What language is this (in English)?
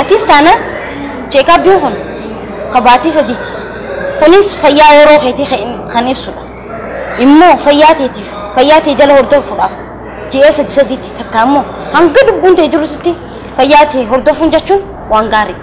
Oromo